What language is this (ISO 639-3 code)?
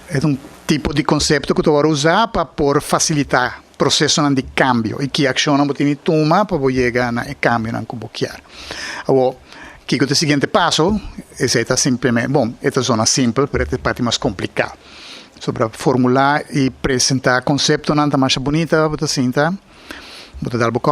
pap